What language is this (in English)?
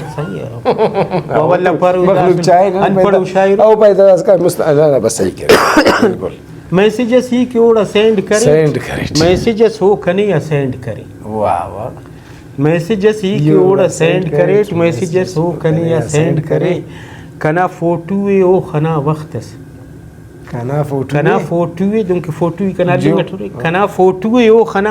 Brahui